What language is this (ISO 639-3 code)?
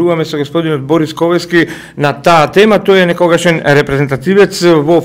mkd